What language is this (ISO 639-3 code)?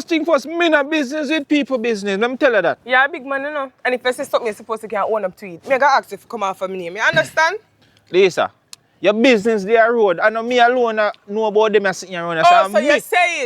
jam